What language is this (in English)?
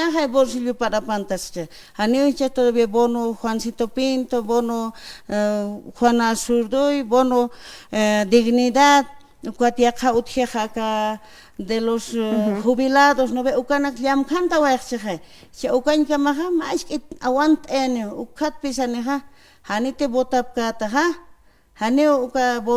Aymara